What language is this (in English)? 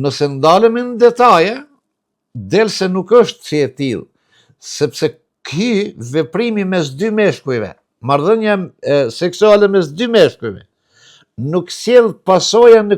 Albanian